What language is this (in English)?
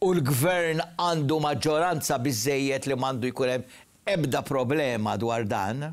Maltese